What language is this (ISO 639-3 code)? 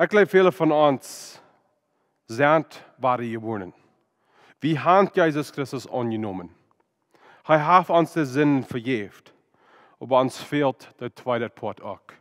pdt